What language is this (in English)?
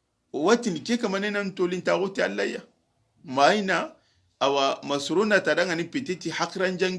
Soninke